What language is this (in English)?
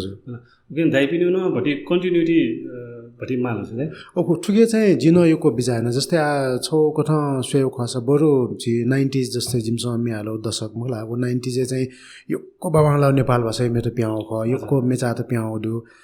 Newari